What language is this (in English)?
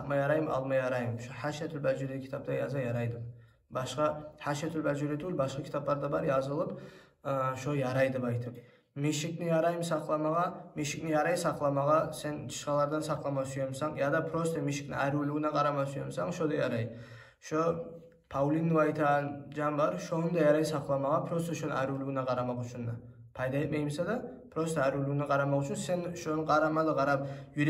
Kumyk